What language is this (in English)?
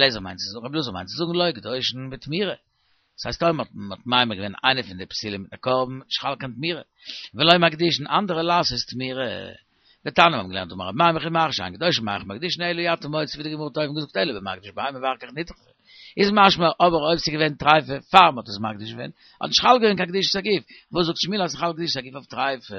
Yiddish